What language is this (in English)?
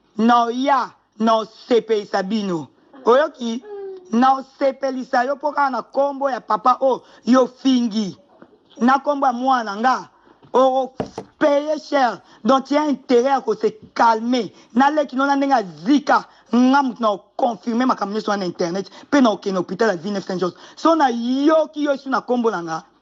Lingala